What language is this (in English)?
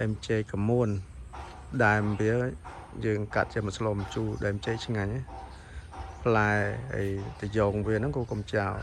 Khmer